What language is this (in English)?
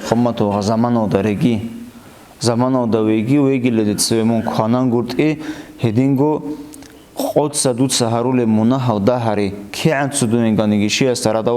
Avaric